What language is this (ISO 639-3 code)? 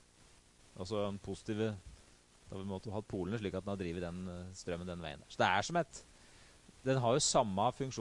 nor